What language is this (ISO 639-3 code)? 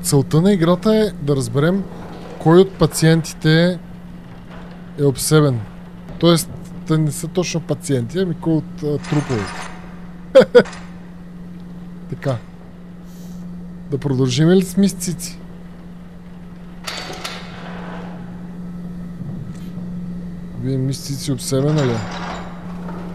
bul